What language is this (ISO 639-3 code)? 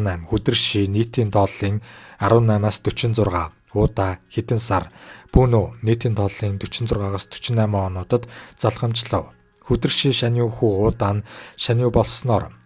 mon